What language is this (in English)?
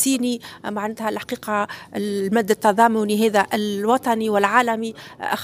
Tunisian Arabic